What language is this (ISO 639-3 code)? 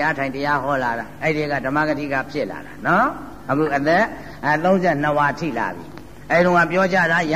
mya